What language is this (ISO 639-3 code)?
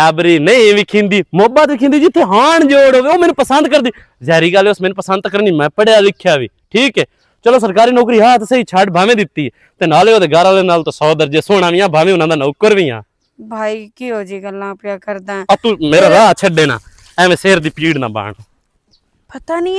lah